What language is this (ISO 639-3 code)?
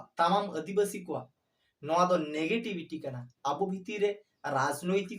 sat